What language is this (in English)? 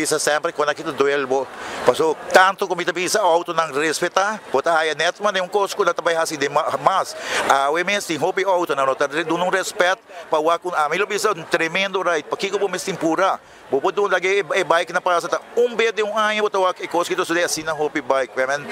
Papiamento